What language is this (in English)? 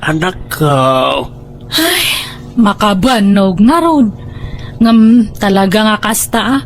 Iloko